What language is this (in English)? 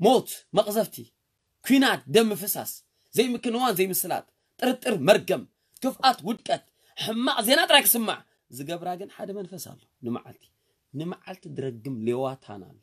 Tigrinya